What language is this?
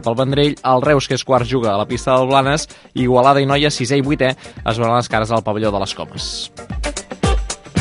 Catalan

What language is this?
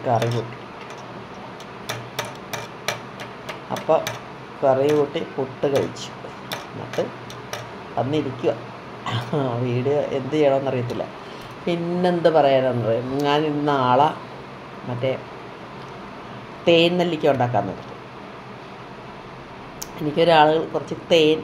Malayalam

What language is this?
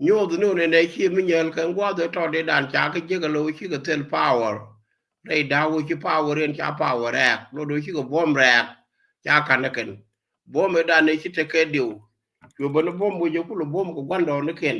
Nuer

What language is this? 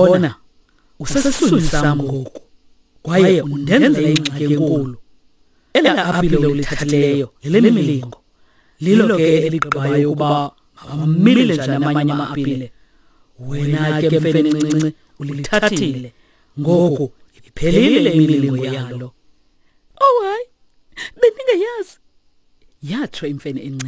Xhosa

